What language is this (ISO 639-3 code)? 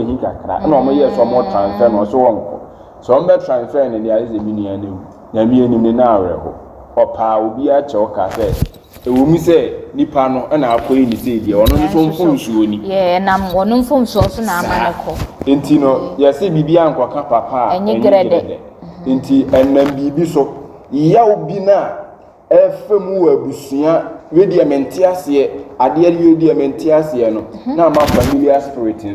aka